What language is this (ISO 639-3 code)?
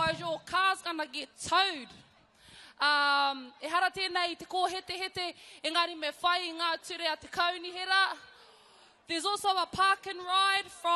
mri